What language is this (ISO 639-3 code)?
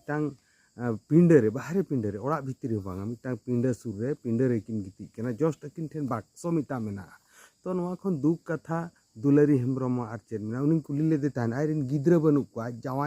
sat